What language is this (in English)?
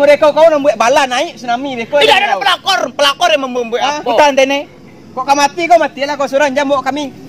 Minangkabau